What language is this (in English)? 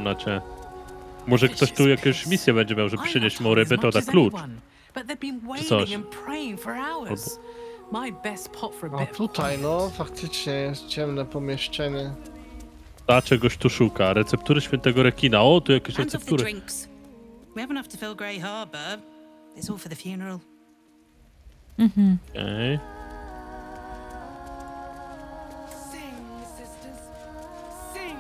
Polish